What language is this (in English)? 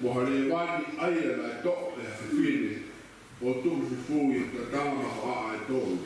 Tongan